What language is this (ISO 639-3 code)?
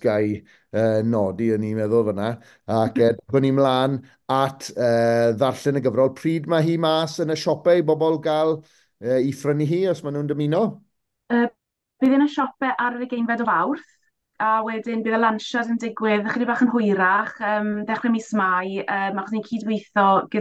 cym